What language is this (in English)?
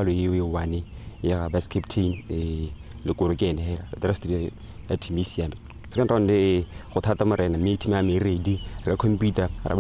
Tswana